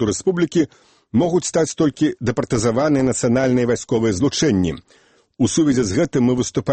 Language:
Belarusian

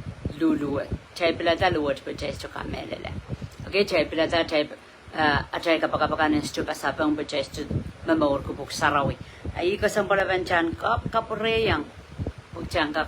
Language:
Pohnpeian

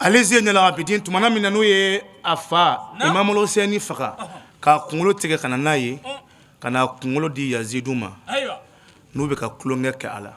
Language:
Bambara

